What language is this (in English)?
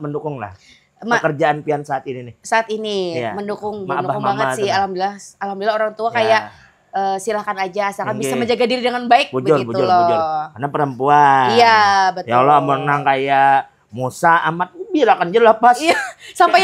Banjar